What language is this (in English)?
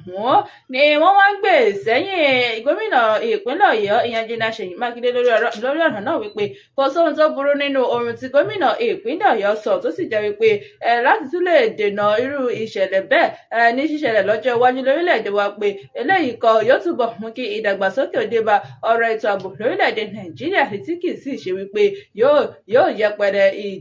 Yoruba